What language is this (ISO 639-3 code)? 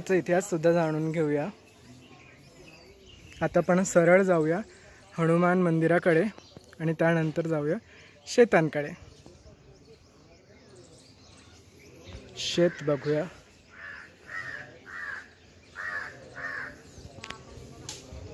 mar